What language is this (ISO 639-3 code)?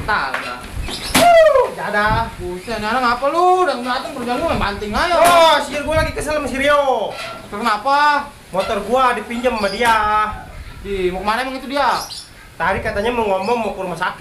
bew